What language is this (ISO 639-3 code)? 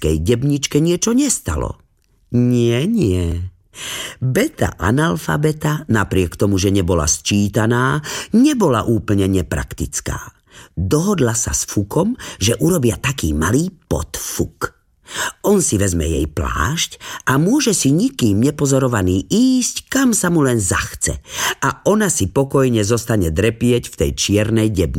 slk